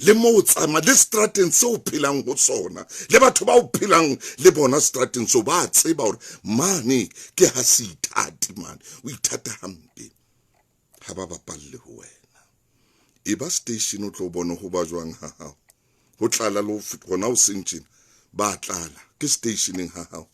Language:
Southern Sotho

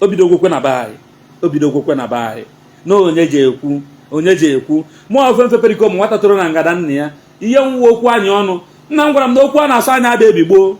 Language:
Igbo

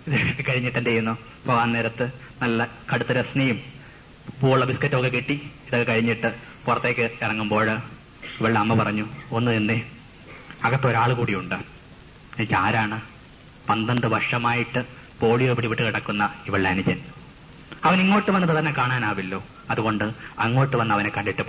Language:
Malayalam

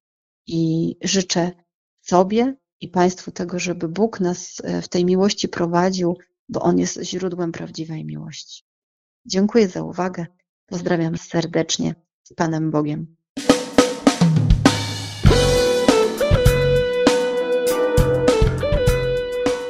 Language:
Polish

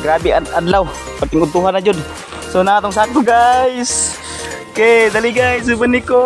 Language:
Cebuano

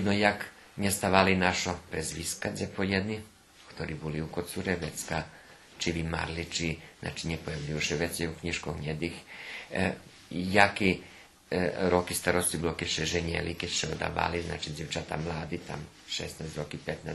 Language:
Rusyn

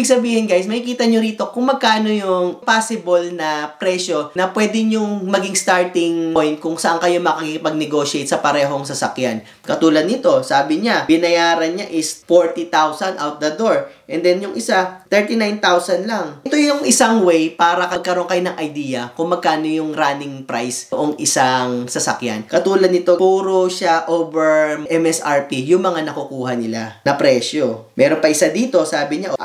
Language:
Filipino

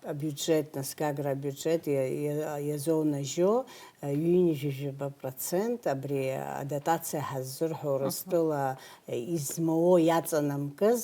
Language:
Abkhazian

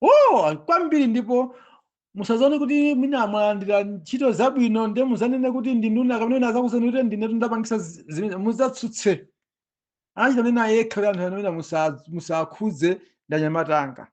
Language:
Nyanja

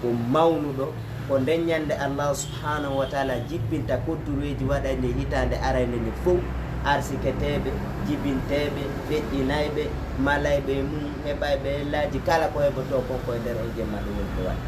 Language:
Fula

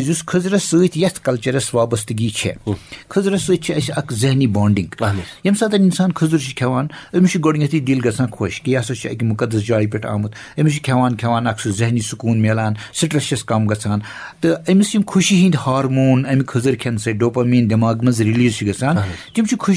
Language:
Kashmiri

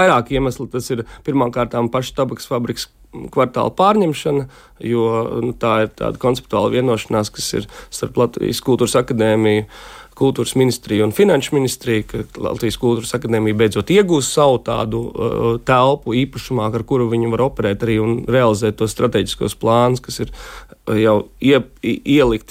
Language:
Latvian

